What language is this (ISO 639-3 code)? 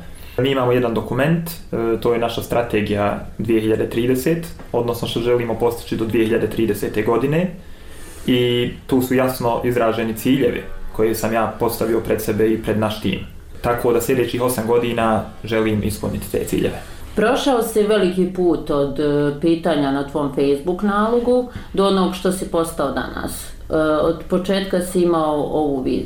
bos